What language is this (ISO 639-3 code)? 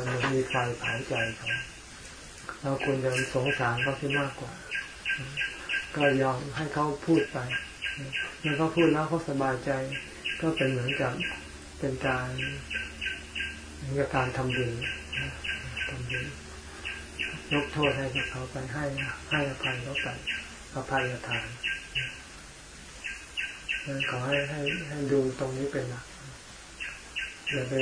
tha